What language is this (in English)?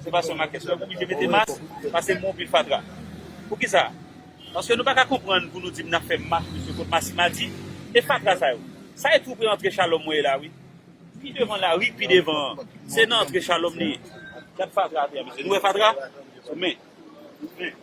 Haitian Creole